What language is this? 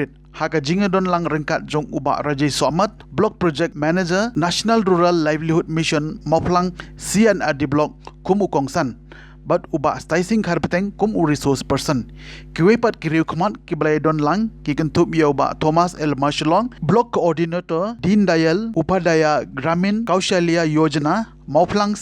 Khasi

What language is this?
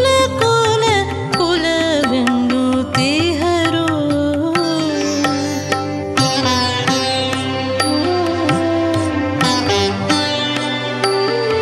Kannada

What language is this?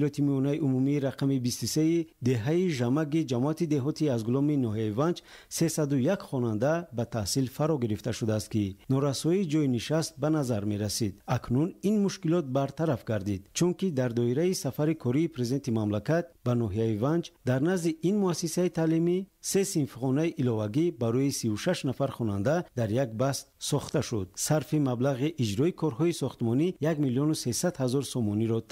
Tajik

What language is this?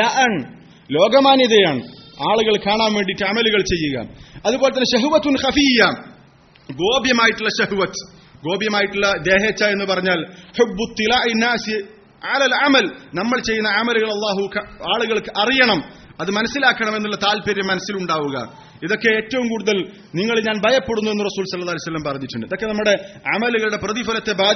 Malayalam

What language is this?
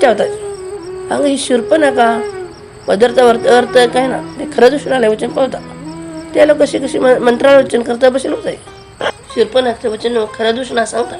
Konkani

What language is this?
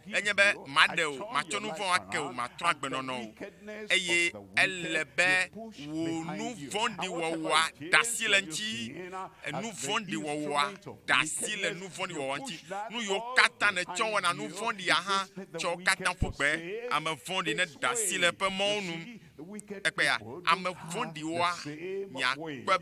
Ewe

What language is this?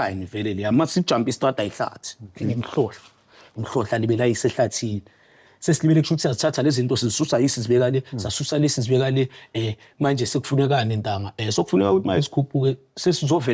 Zulu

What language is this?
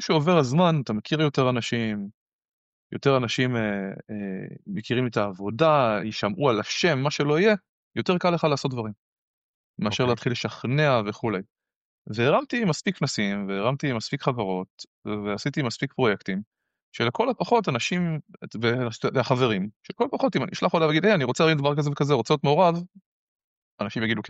Hebrew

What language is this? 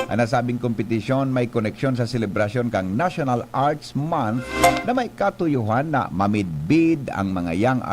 Bikol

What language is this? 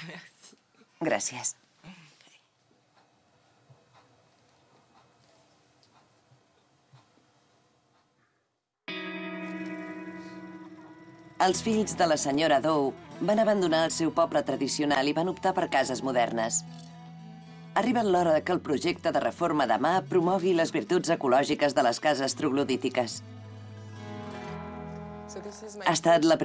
Catalan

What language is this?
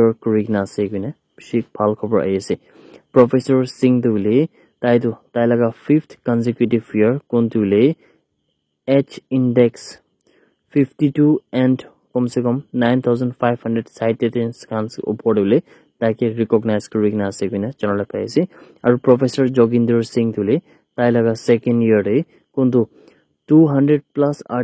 Naga Pidgin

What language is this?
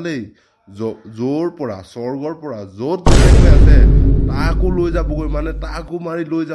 Assamese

